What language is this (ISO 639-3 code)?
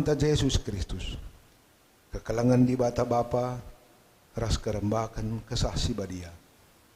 btx